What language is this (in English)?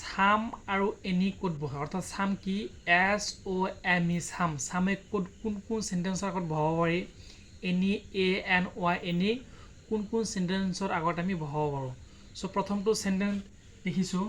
Assamese